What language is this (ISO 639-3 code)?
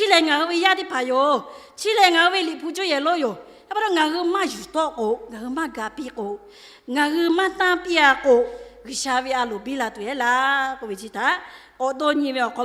lhu